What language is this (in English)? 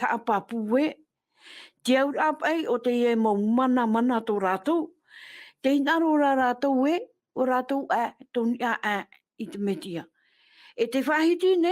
Tahitian